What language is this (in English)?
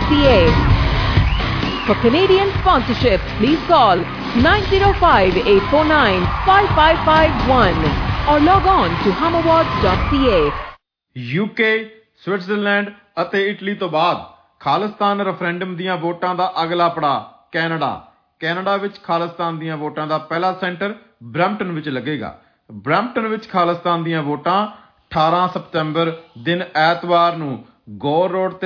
Punjabi